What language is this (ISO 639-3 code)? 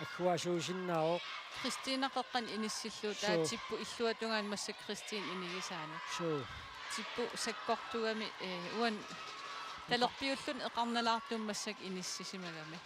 kal